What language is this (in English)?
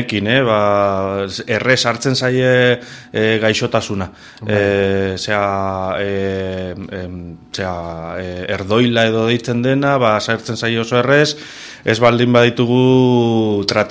Basque